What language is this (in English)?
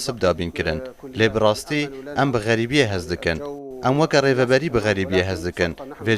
Kurdish